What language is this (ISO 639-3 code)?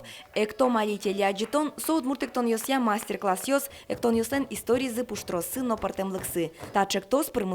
udm